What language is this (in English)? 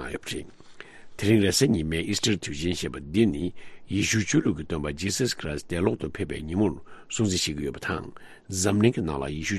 Tibetan